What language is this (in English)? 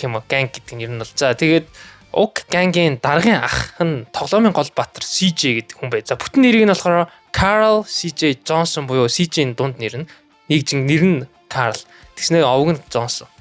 Mongolian